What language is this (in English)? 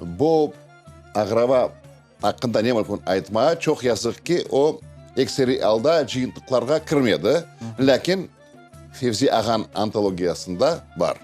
Crimean Tatar